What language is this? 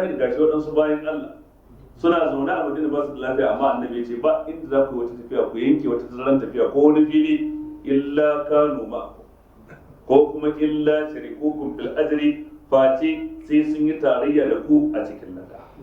Hausa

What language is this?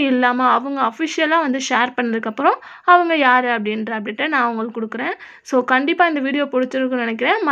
Tamil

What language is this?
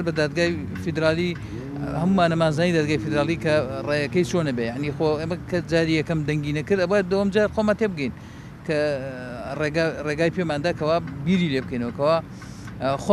Central Kurdish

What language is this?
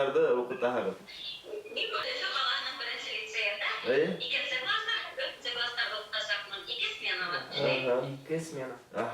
Bashkir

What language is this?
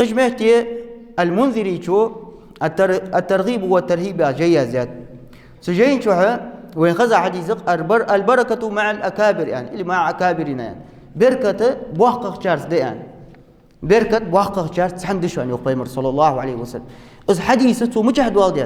Ingush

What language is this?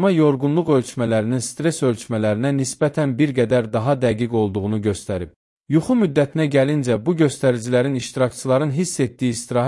Azerbaijani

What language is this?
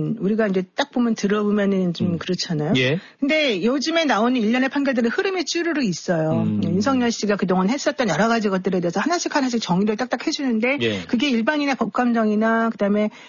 Korean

